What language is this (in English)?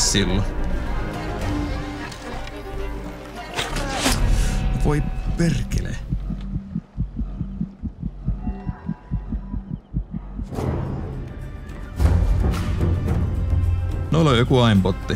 Finnish